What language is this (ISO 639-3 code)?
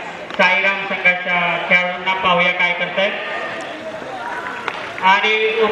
mar